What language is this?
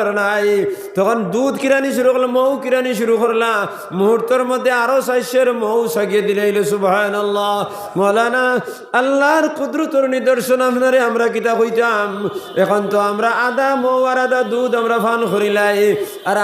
Sylheti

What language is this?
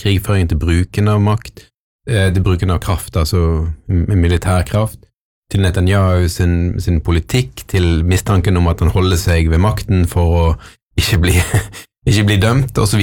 Norwegian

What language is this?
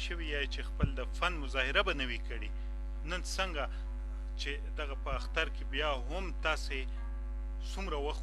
Pashto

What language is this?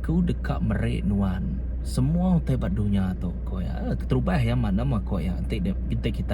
Iban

